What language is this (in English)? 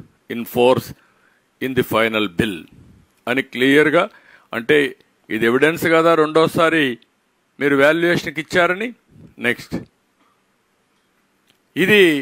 Telugu